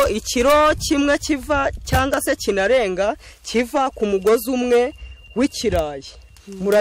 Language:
Kinyarwanda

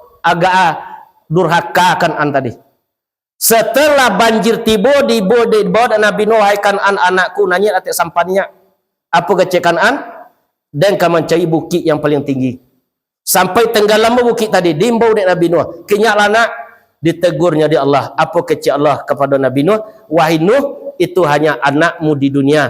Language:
Minangkabau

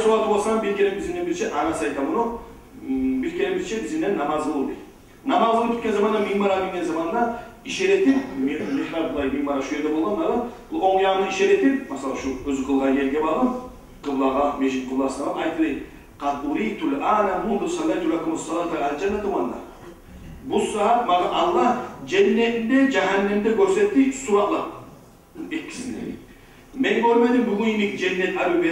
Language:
Kumyk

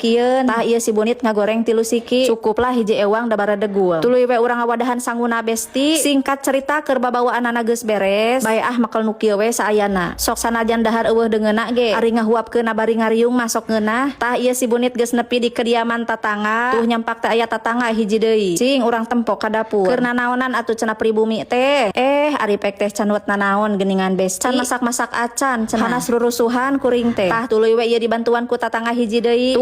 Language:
Sundanese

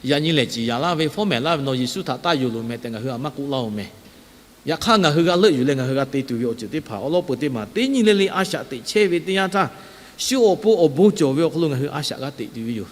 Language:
Lahu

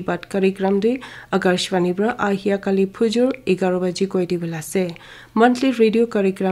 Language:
Naga Pidgin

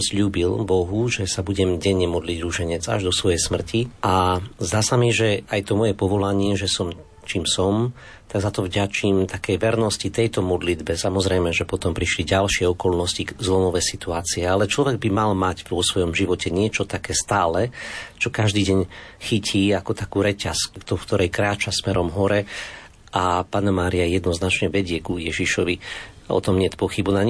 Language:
Slovak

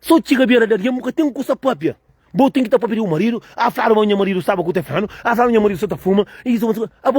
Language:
Kabuverdianu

